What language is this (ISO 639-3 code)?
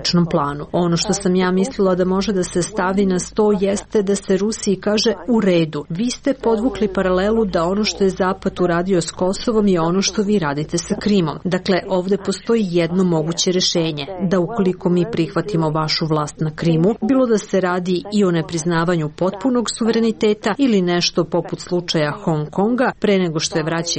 srp